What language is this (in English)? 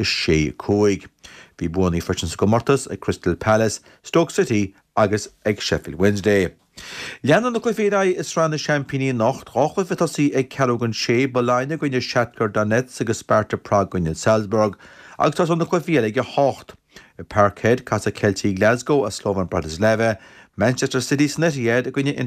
Irish